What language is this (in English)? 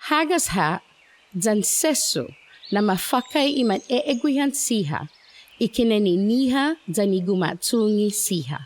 Chamorro